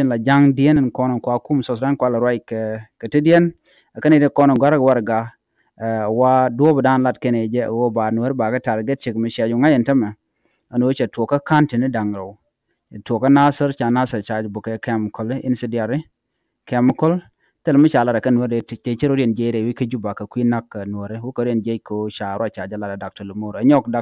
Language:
Nuer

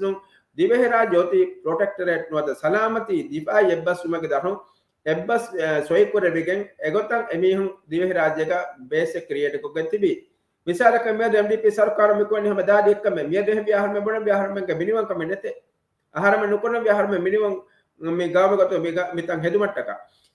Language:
Divehi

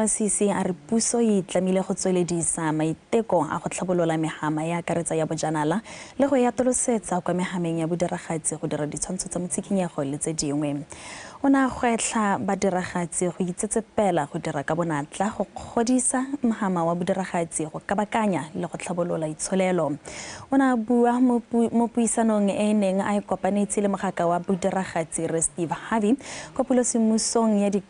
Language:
Tswana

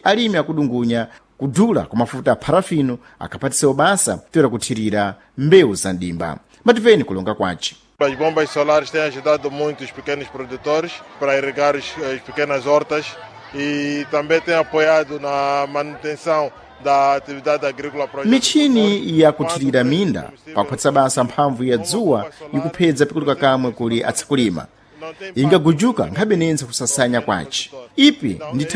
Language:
Sena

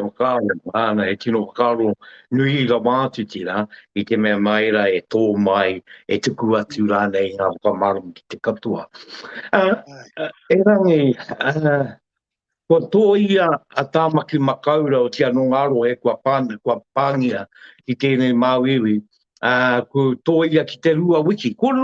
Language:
Māori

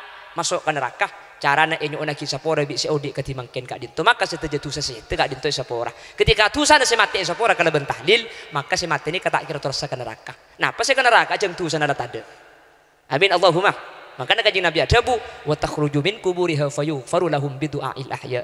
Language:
Madurese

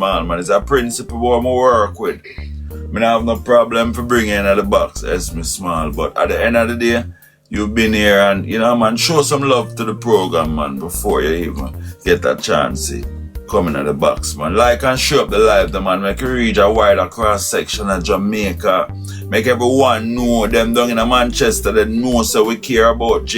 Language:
Jamaican Creole English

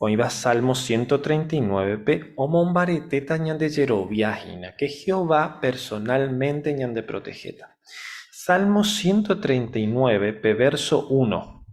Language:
Guarani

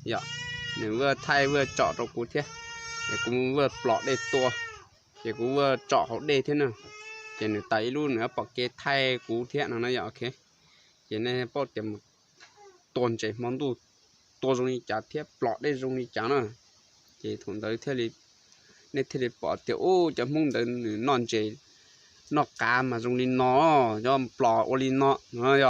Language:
Hmong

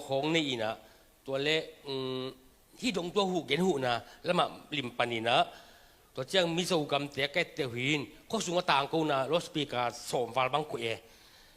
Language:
Tedim Chin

